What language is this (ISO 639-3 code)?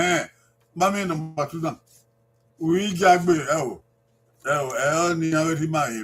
bin